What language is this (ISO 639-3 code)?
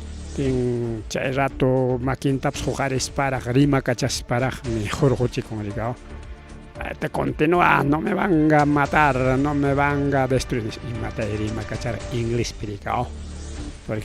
quy